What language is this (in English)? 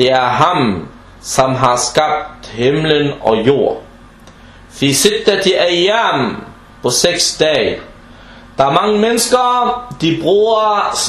Danish